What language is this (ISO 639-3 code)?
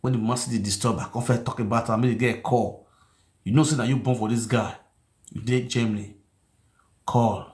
pcm